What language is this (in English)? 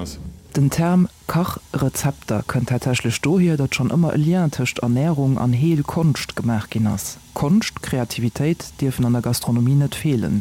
Luxembourgish